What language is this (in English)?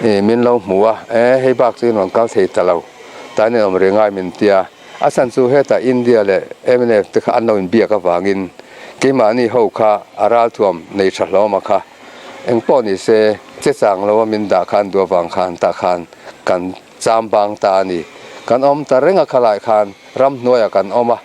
Mizo